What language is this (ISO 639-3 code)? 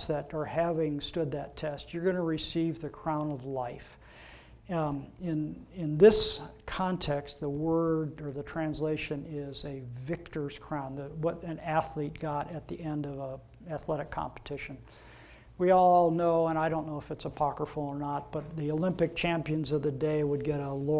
eng